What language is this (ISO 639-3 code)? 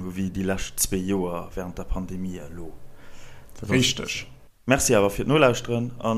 ltz